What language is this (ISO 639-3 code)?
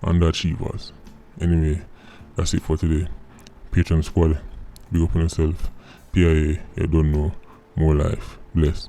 jam